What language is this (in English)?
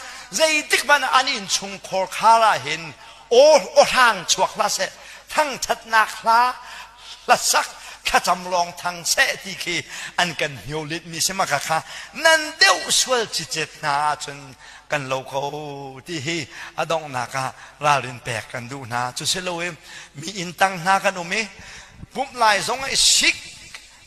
Hakha Chin